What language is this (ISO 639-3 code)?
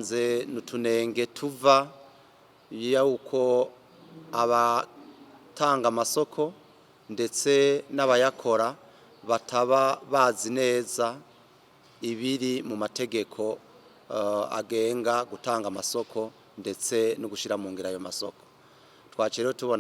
run